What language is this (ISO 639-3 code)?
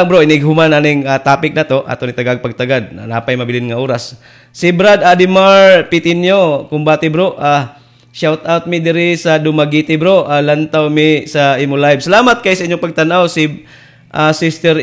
ceb